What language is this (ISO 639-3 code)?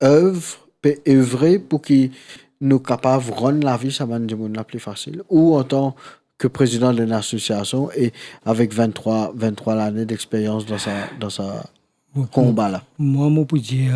mfe